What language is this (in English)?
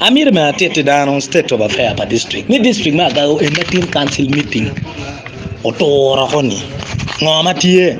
Acoli